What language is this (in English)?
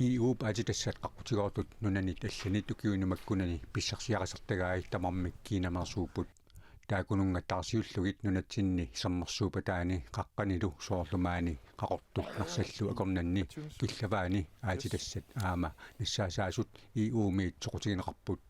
Kalaallisut